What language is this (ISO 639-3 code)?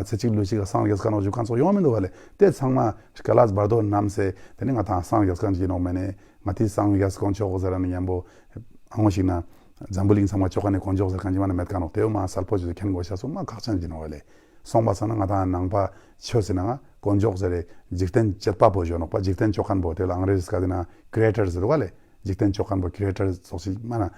bod